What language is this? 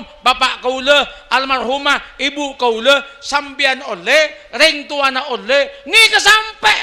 Madurese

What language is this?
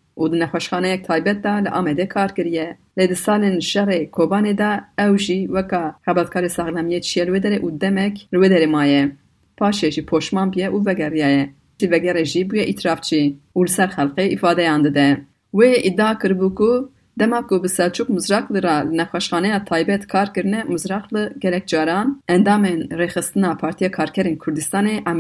Kurdish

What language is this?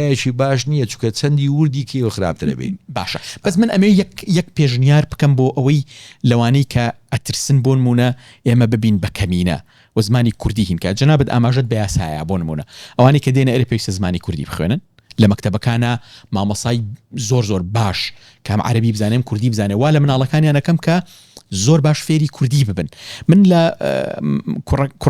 Central Kurdish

